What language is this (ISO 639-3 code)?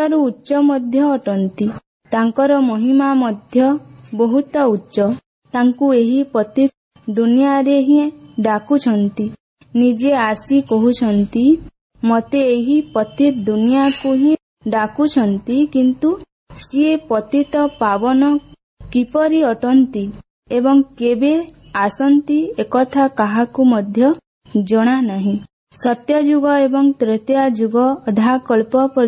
ori